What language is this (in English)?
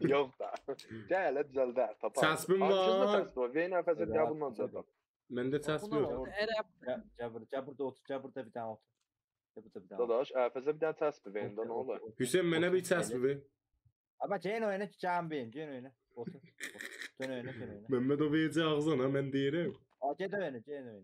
South Azerbaijani